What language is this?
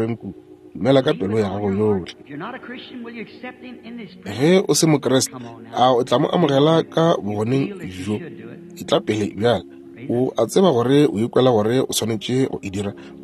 Northern Sotho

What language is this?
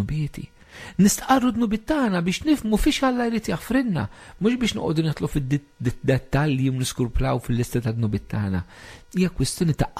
Maltese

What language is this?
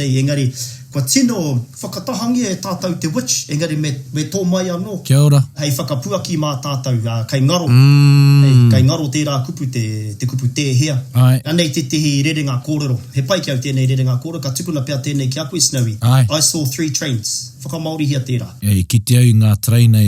Māori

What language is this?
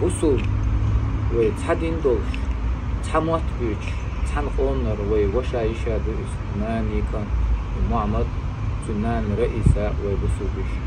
Chechen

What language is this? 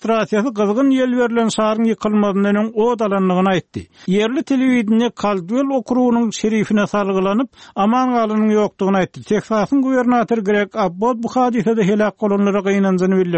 Turkmen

